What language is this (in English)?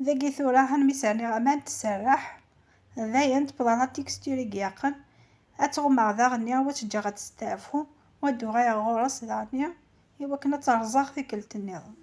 Kabyle